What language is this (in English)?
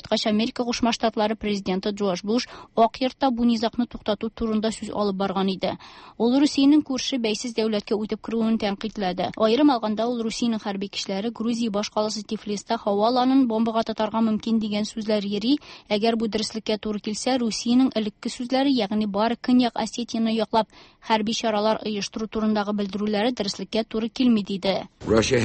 Tatar